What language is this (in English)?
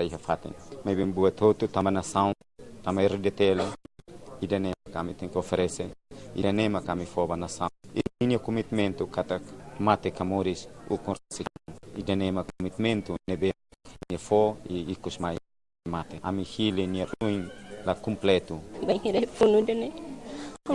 Tetum